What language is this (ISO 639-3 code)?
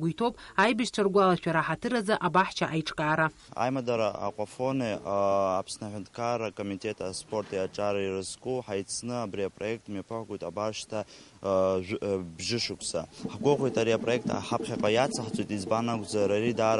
abk